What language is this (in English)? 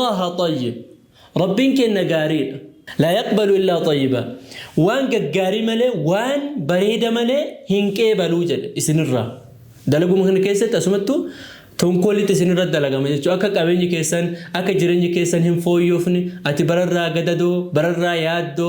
Oromo